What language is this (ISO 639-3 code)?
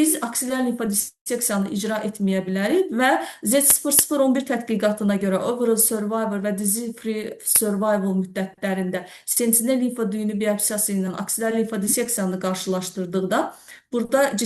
aze